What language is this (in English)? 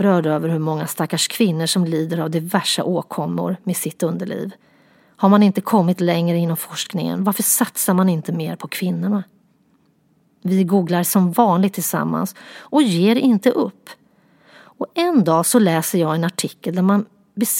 Swedish